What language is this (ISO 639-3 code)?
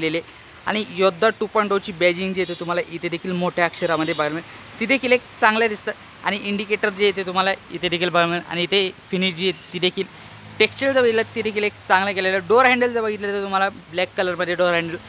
mar